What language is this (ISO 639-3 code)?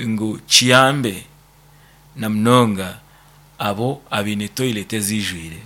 nyn